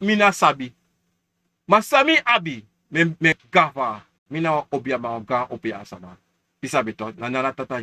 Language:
Sranan Tongo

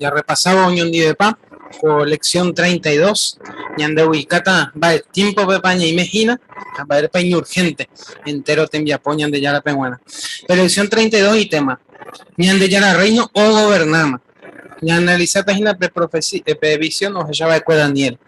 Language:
Guarani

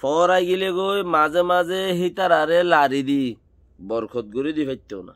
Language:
Rohingya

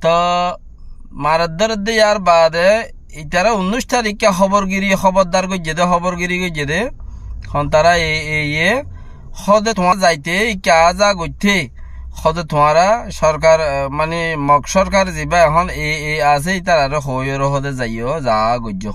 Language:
Rohingya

